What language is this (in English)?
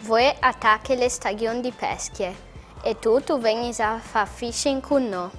Friulian